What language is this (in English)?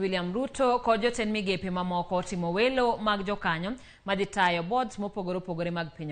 Luo (Kenya and Tanzania)